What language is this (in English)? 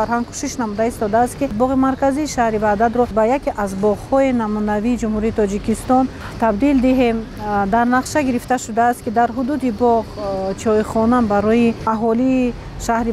Tajik